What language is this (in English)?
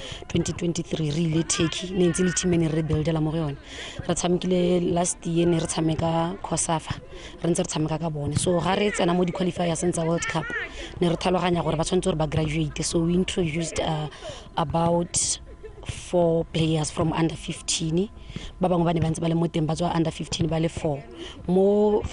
Tswana